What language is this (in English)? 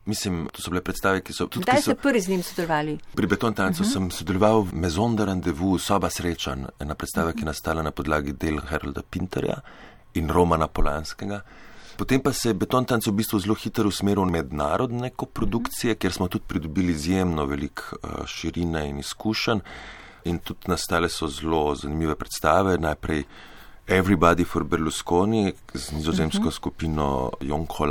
Slovenian